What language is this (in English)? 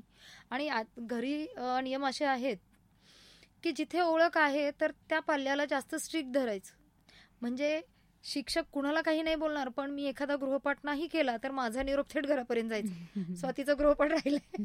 Marathi